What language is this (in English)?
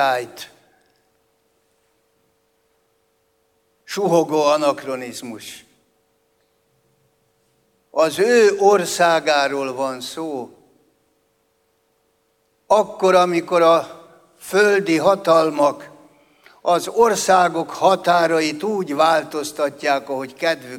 Hungarian